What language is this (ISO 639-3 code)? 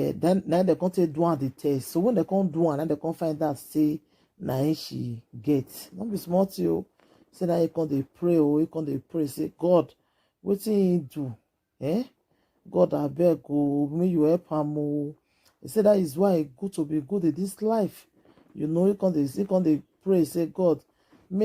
pcm